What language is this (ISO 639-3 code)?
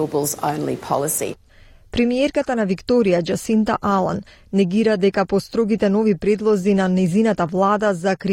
mkd